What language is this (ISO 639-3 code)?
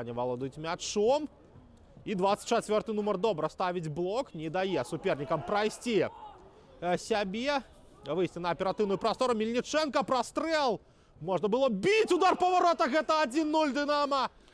bel